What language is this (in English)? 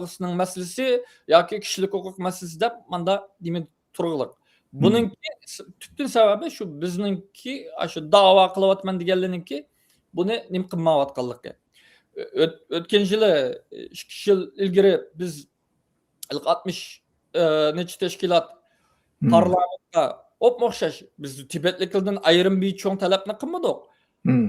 Uyghur